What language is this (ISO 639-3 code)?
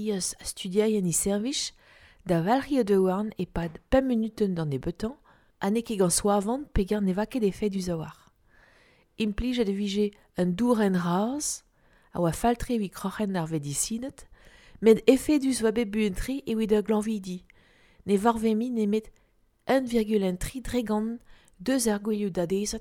bre